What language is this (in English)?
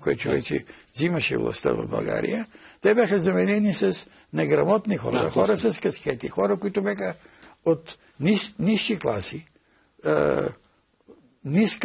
Bulgarian